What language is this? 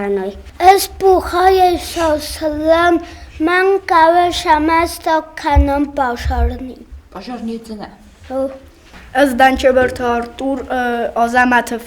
Ossetic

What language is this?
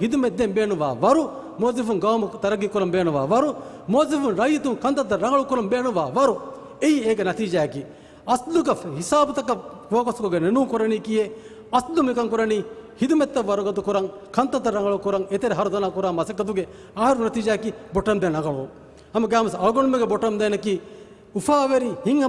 Divehi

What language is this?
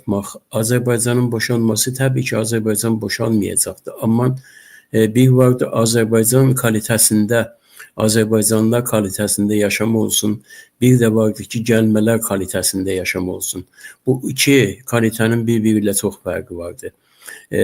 Azerbaijani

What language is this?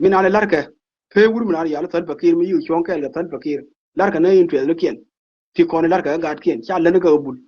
Nuer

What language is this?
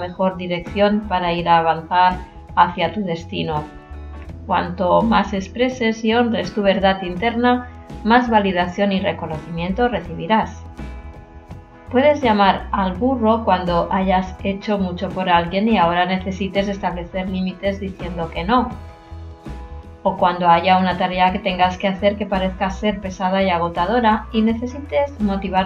Spanish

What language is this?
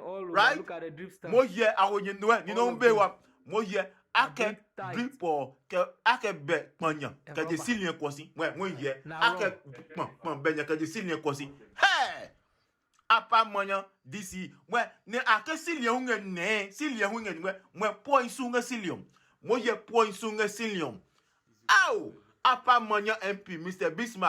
Adangme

